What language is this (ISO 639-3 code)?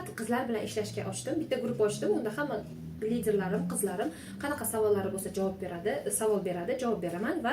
uzb